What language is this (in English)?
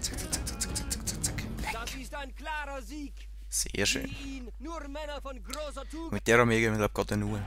Swiss German